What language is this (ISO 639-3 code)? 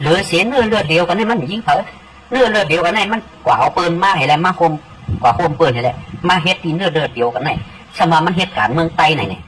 shn